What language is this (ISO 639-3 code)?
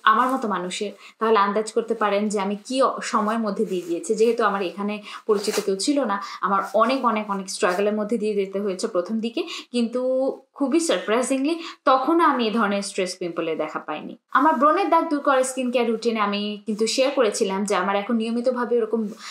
ben